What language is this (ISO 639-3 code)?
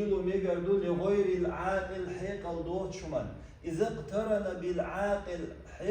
che